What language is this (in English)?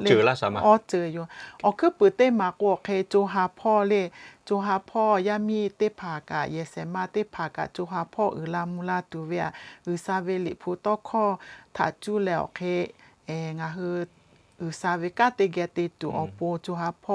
Lahu